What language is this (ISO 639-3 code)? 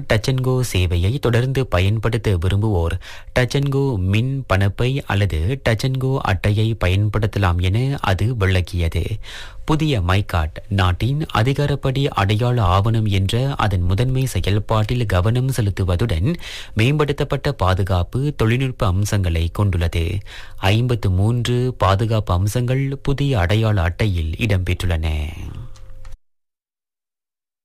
tam